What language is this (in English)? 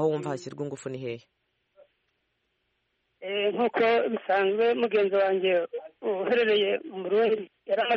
Kinyarwanda